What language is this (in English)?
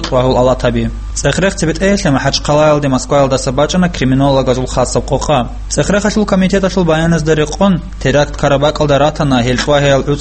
Avaric